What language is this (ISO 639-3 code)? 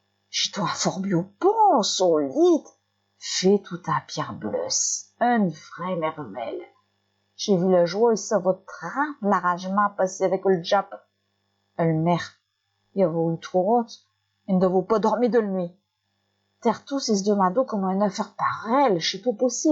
pcd